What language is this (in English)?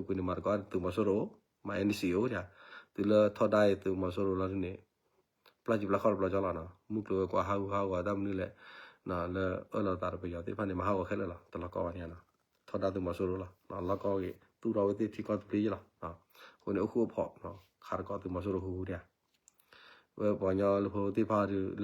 S'gaw Karen